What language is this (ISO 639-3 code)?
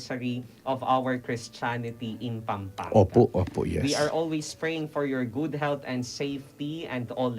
pam